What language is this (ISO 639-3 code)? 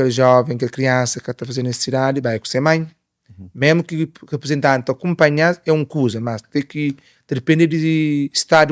kea